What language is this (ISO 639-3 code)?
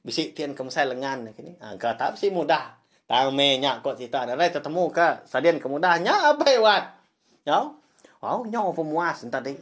iba